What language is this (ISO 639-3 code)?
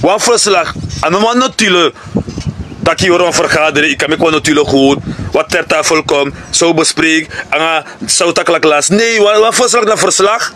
srn